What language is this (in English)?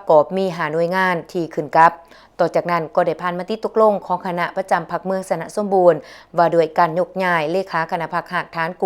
Lao